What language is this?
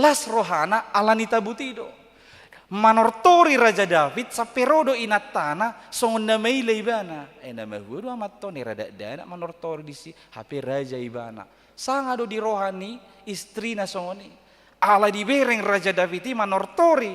Batak Toba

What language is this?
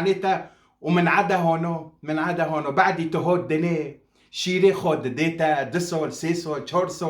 Kurdish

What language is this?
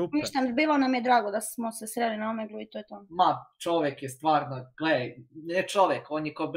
Bosnian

